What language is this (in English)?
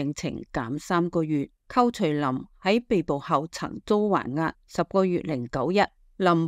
Cantonese